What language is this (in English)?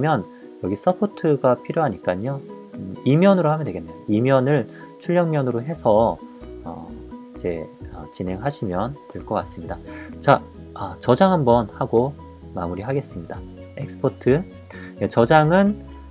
Korean